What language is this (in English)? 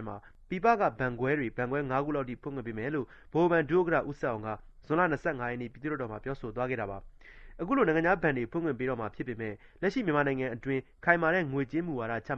Burmese